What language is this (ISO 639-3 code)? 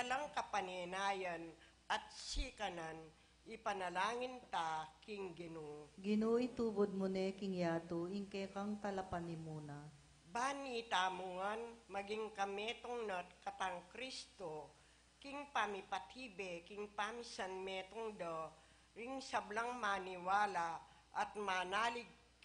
pam